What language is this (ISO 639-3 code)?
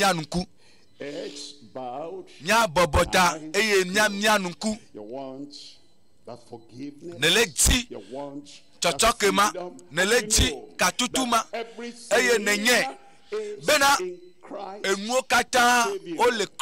ewe